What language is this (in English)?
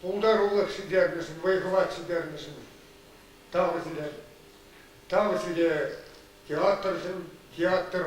Chuvash